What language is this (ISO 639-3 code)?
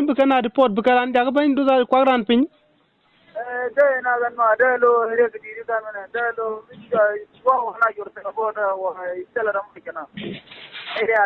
nus